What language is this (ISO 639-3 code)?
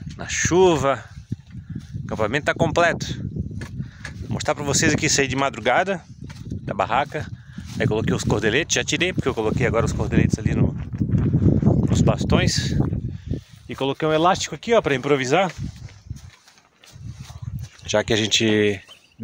por